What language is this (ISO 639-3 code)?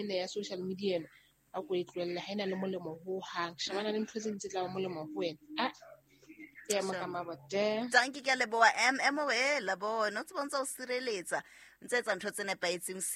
sot